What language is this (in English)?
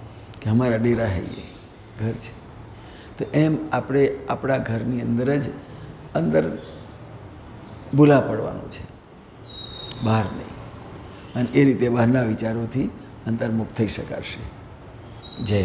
Gujarati